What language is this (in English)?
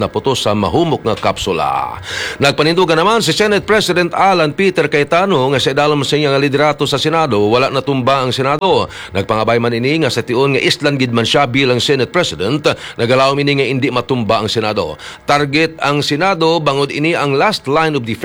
Hiligaynon